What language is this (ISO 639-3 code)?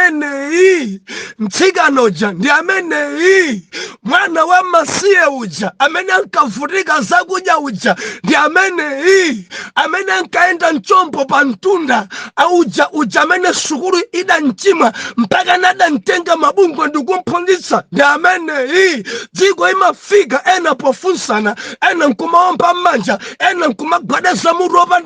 nya